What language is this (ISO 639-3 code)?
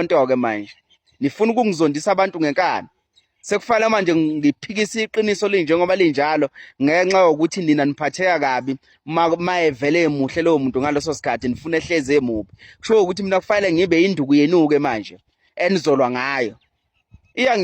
zul